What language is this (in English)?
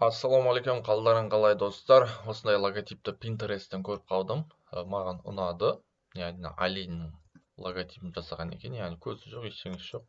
Kazakh